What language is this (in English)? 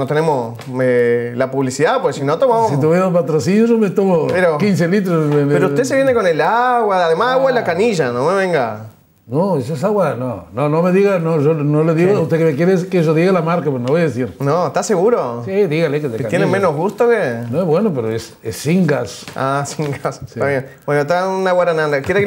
Spanish